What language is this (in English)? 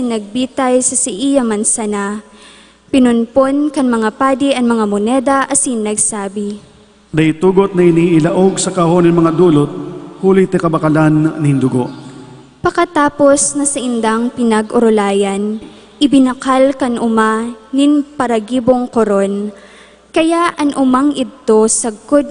Bikol